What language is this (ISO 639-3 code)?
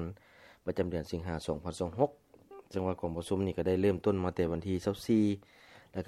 lao